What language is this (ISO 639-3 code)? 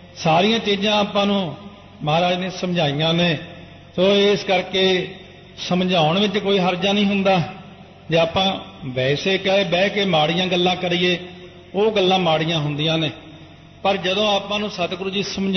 pan